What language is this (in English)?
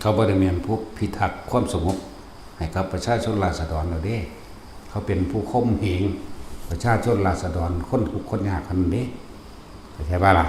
Lao